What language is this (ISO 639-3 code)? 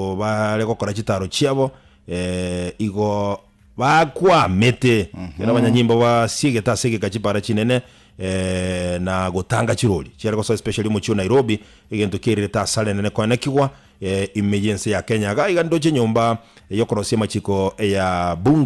guz